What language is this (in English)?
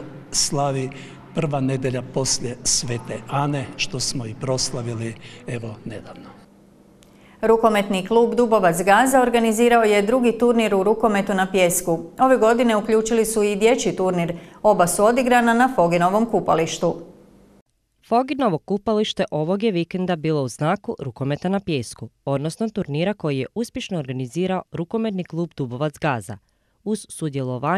Croatian